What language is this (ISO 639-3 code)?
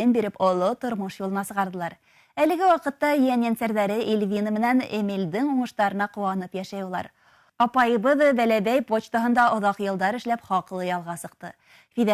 bak